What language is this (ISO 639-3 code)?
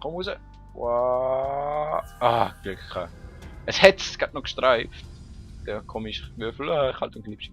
gsw